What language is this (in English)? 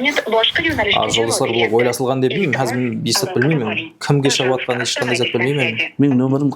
Kara-Kalpak